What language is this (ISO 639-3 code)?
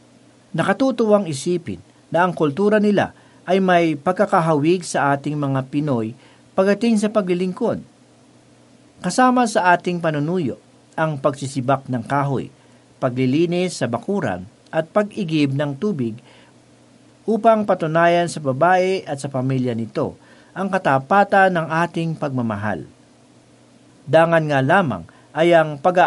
fil